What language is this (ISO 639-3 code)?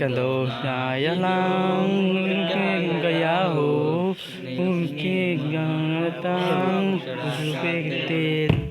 sat